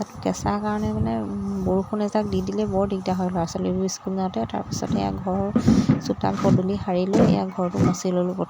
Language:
Assamese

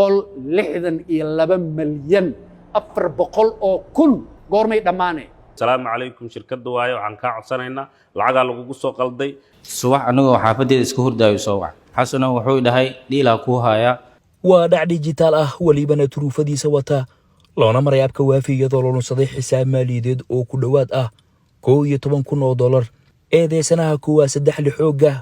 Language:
Somali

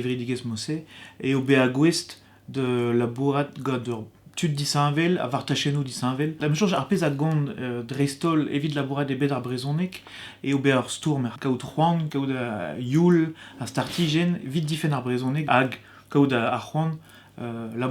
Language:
Breton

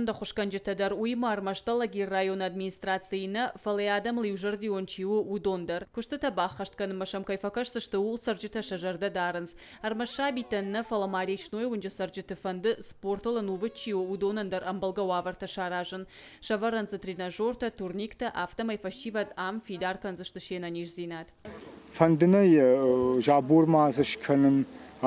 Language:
Ossetic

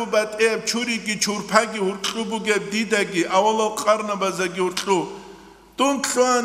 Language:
Avaric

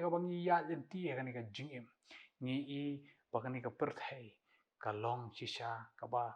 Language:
Khasi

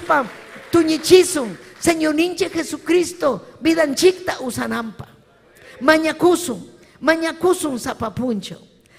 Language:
Ayacucho Quechua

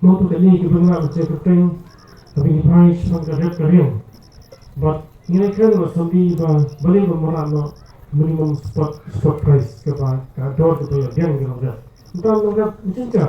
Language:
Khasi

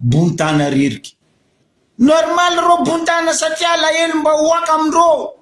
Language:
Malagasy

